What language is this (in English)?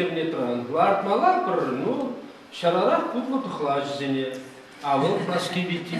Chuvash